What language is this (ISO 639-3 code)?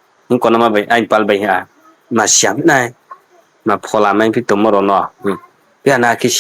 ria